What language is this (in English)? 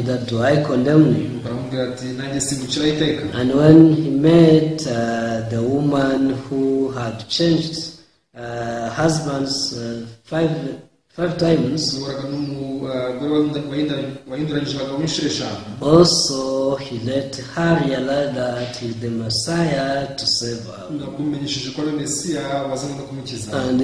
Kinyarwanda